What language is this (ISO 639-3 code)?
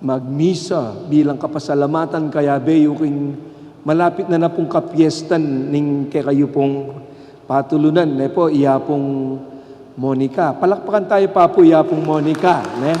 pam